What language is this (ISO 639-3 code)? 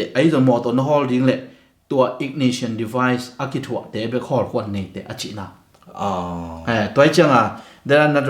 ctd